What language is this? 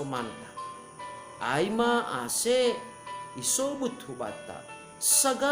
Batak Simalungun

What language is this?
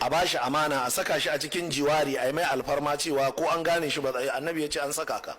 Hausa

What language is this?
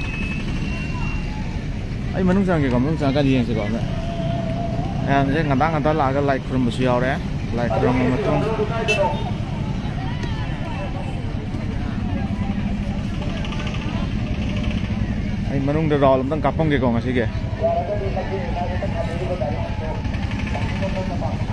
Manipuri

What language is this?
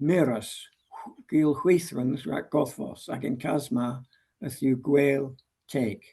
Cornish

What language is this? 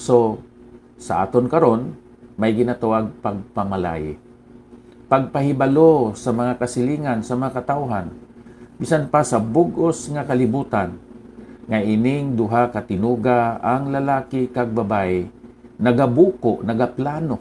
Hiligaynon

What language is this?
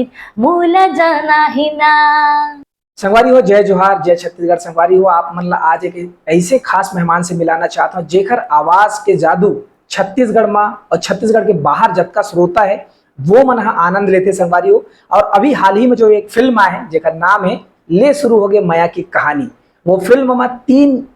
Chhattisgarhi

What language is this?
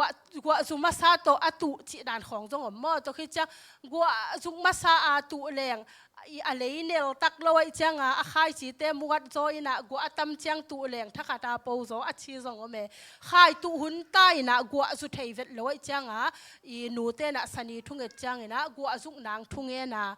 Tedim Chin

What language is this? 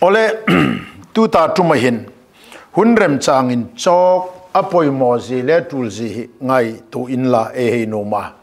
Hmar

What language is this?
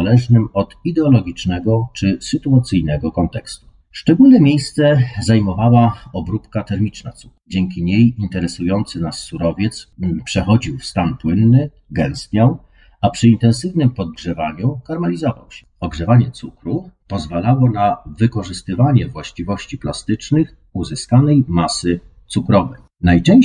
Polish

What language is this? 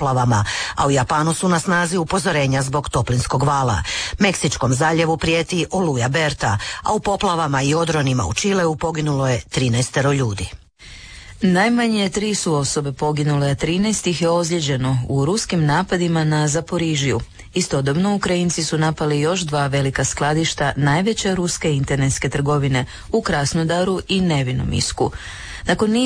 Croatian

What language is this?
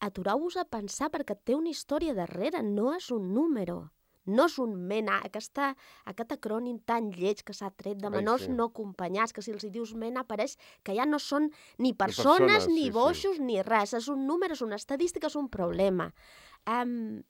Catalan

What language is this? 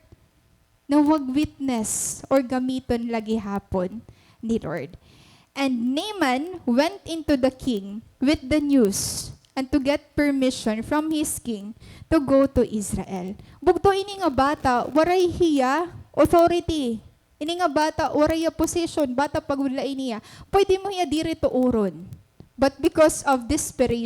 Waray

